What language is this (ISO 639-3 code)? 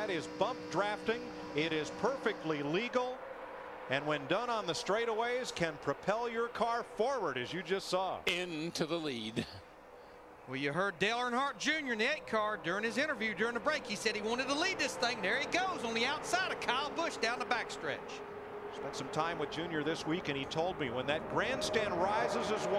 eng